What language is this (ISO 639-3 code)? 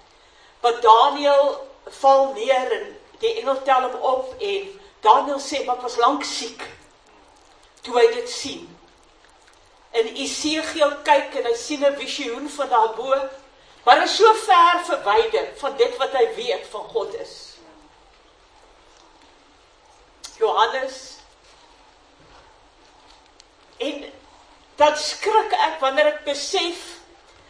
afr